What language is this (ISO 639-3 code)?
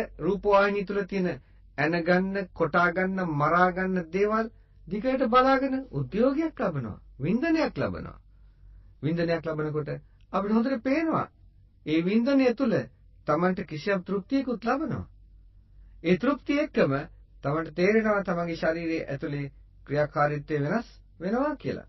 sin